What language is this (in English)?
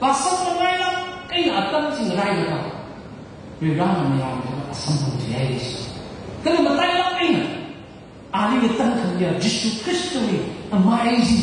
Tangkhul Naga (India)